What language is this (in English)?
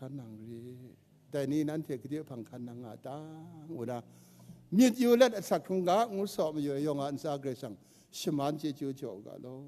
Kachin